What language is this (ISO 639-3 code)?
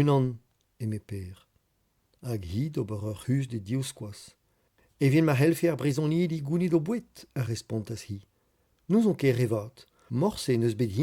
bre